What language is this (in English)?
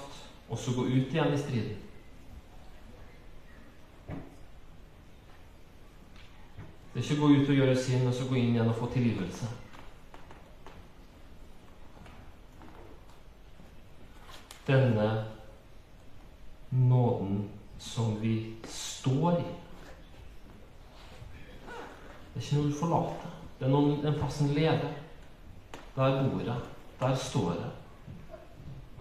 Norwegian